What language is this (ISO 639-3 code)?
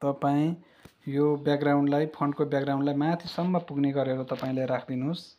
nep